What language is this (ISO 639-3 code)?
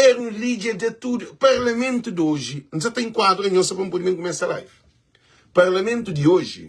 kea